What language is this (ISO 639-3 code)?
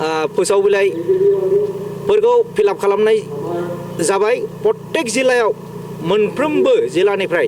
brx